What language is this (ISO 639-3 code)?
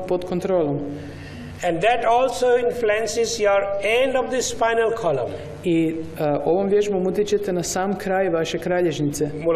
hrv